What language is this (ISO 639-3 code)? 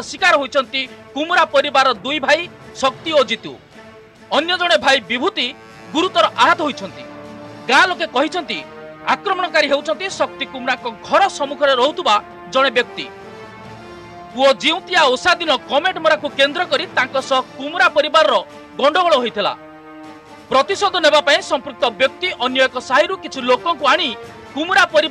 ori